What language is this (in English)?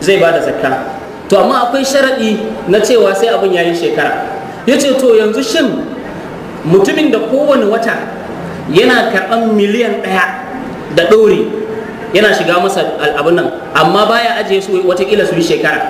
Hausa